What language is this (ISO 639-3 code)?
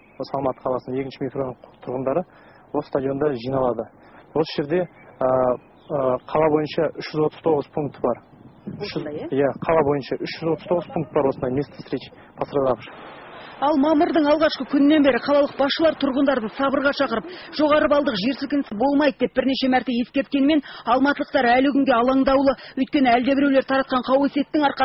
kaz